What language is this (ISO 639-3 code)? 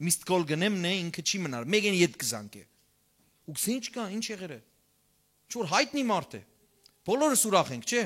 hyw